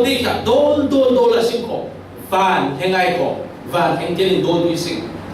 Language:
Falam Chin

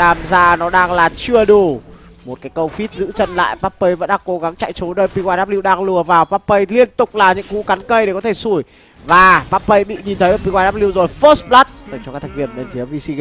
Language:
Vietnamese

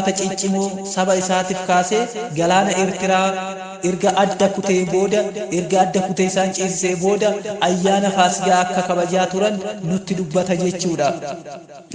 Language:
Oromo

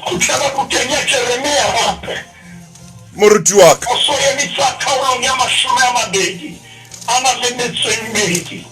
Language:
Southern Sotho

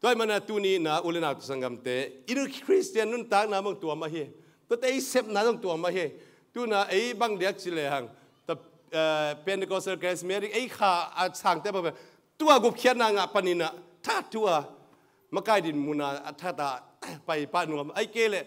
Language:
Tedim Chin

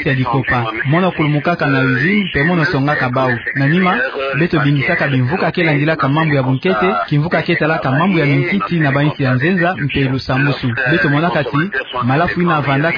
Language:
Kituba (Democratic Republic of Congo)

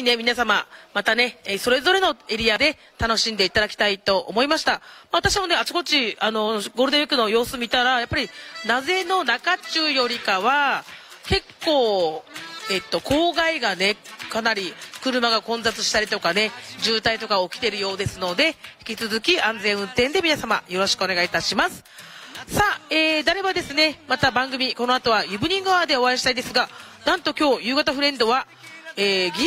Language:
Japanese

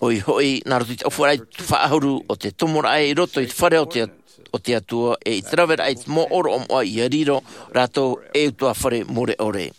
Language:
Tahitian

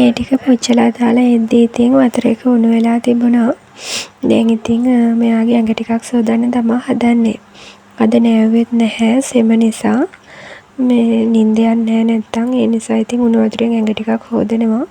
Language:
Sinhala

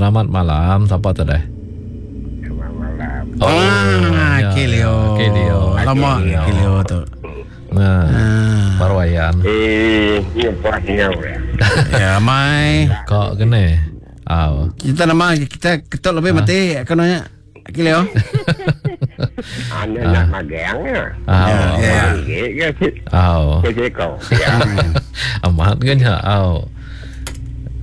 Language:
Malay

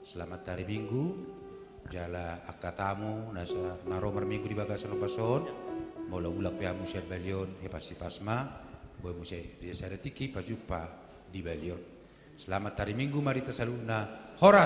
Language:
Batak Toba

